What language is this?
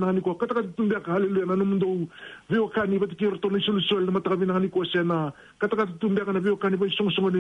Fijian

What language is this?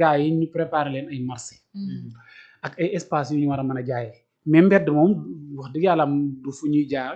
Wolof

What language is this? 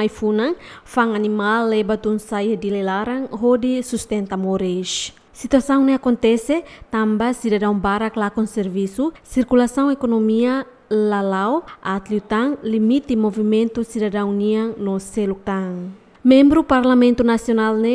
Tetum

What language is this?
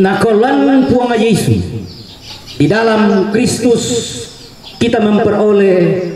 Toraja-Sa'dan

